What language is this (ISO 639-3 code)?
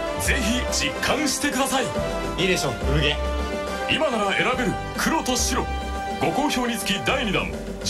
jpn